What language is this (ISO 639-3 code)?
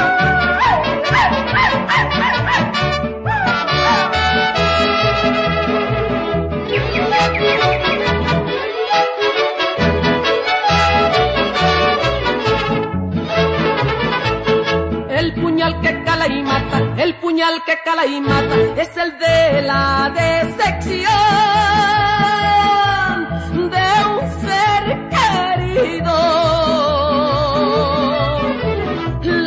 spa